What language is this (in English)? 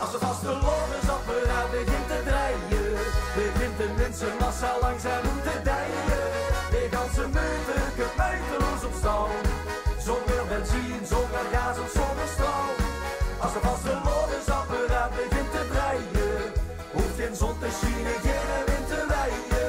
Limburgish